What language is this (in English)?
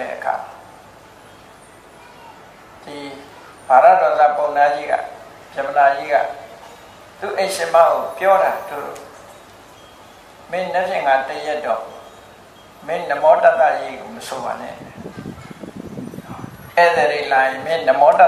Burmese